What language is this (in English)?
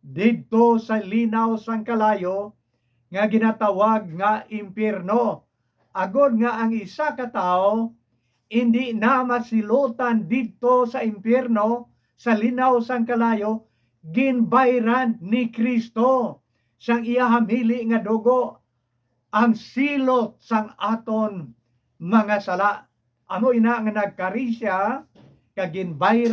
Hiligaynon